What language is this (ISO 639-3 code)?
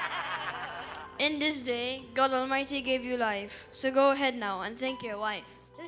eng